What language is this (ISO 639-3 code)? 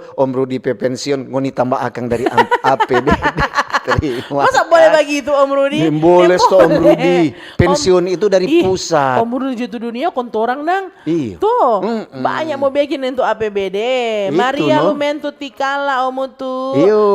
xmm